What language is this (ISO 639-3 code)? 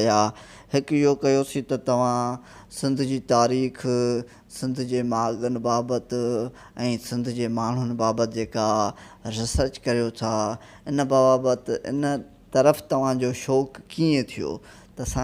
snd